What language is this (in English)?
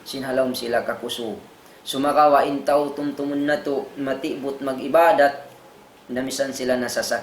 Tausug